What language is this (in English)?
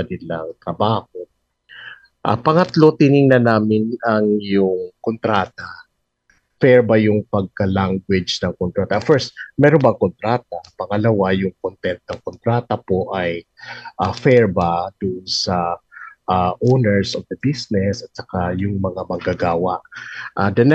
Filipino